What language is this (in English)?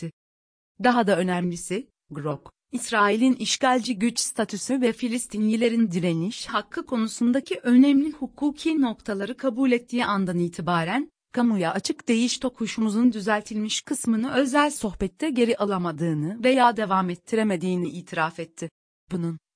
Turkish